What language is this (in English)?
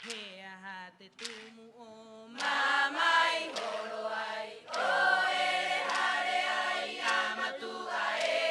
Rapanui